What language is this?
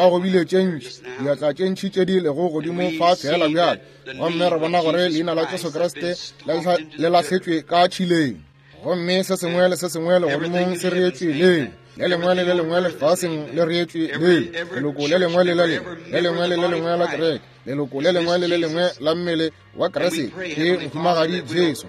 Northern Sotho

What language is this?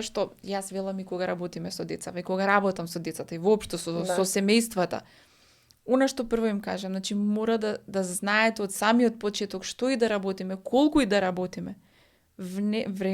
Macedonian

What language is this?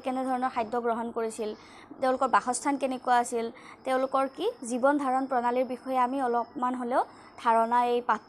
Assamese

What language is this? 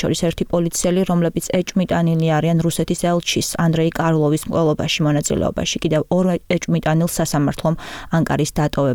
Georgian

